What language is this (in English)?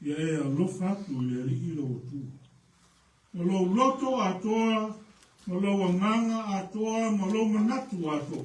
Samoan